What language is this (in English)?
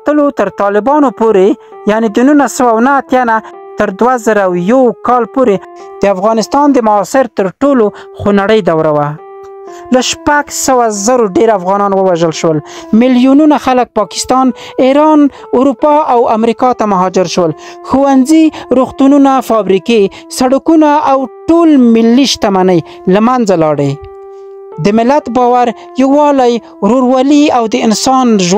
Pashto